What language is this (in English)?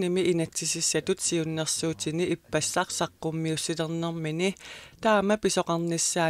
Kalaallisut